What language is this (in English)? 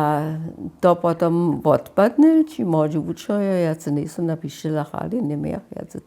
Upper Sorbian